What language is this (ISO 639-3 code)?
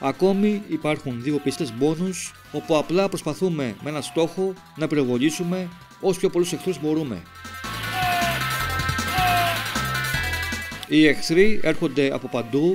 ell